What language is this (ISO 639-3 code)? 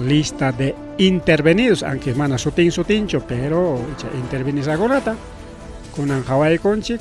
quy